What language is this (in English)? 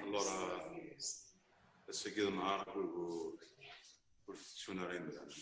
Kabyle